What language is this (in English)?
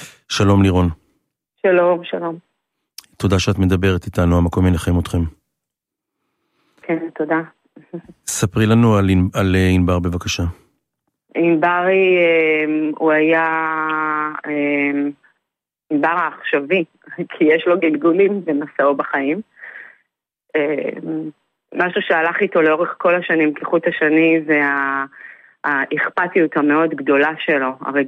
Hebrew